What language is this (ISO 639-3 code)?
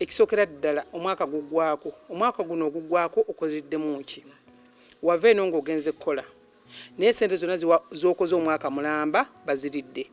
lug